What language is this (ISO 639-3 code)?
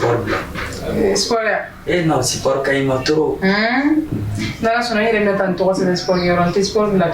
bam